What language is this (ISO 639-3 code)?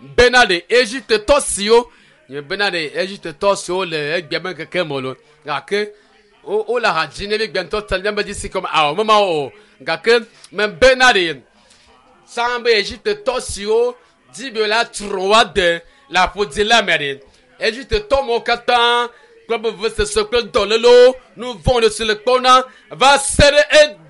ewe